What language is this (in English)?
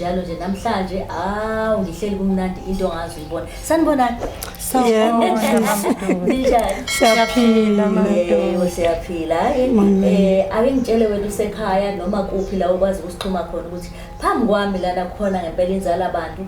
Zulu